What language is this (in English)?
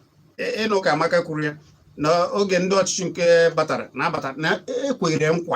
Igbo